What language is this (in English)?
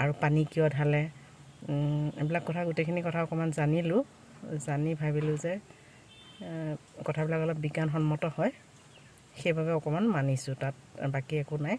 Assamese